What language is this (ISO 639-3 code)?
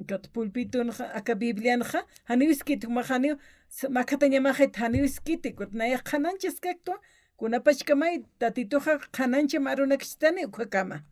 aym